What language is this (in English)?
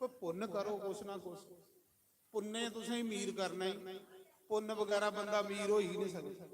Dogri